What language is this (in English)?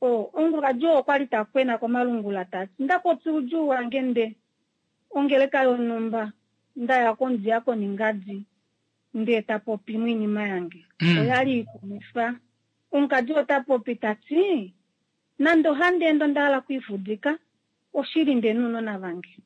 Kuanyama